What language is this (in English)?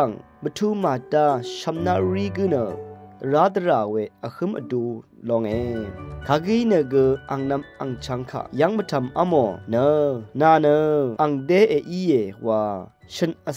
Rawang